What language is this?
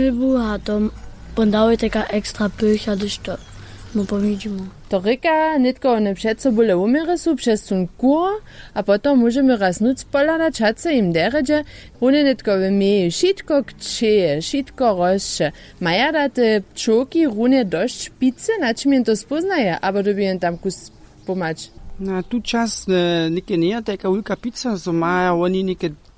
Upper Sorbian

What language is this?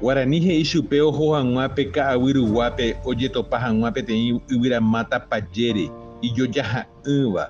Guarani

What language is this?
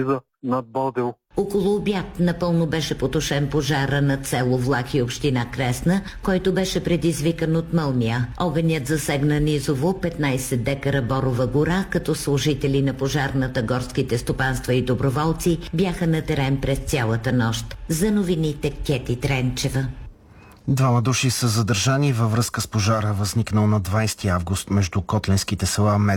Bulgarian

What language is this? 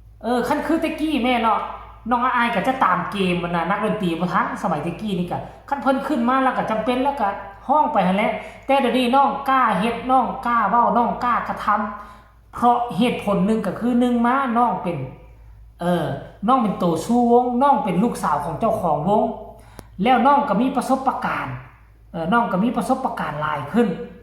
Northeastern Thai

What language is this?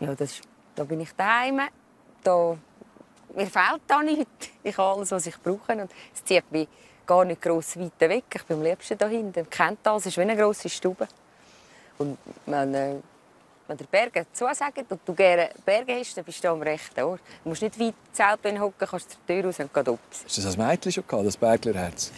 Swiss German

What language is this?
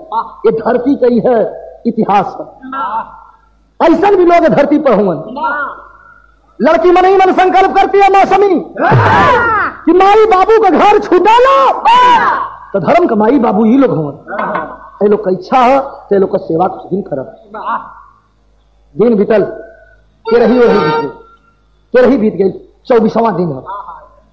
Bhojpuri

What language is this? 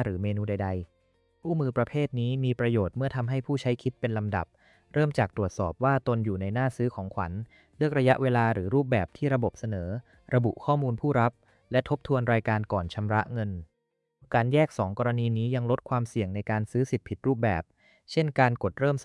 Thai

